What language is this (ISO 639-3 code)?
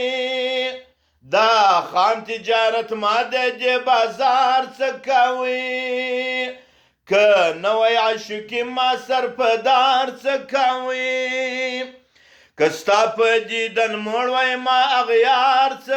pus